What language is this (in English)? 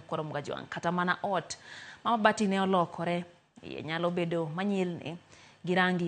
Luo (Kenya and Tanzania)